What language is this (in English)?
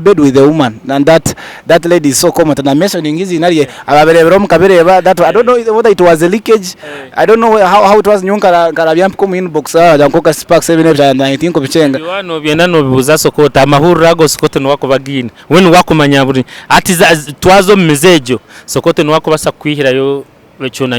Nyankole